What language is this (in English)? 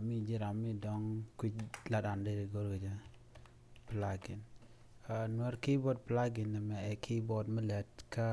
Nuer